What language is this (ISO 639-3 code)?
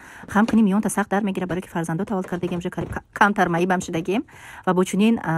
tgk